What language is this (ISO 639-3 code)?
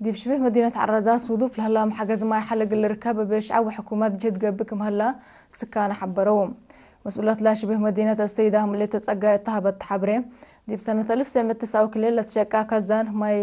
tig